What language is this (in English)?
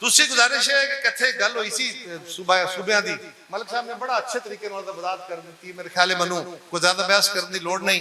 Western Panjabi